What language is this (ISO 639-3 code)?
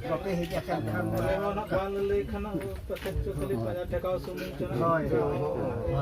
sat